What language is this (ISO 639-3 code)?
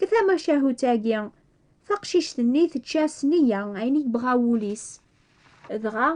kab